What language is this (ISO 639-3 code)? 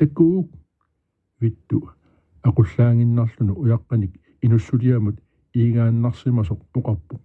kal